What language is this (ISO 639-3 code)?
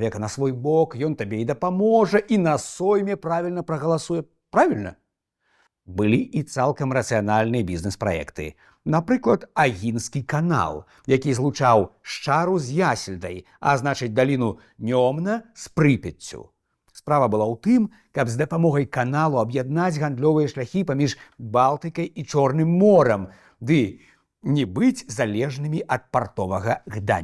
bel